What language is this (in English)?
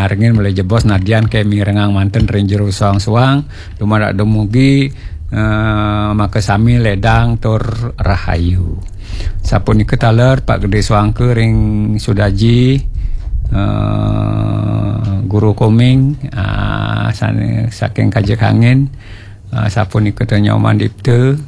Balinese